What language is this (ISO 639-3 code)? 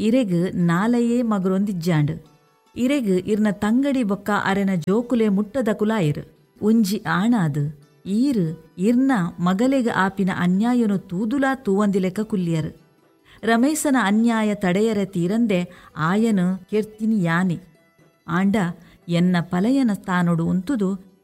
tcy